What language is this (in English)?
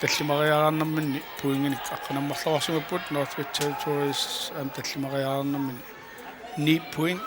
Kalaallisut